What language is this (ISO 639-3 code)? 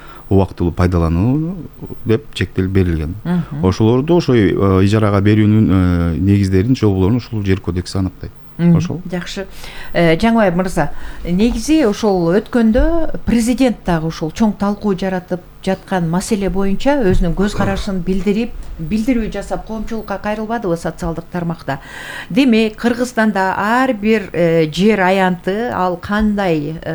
kir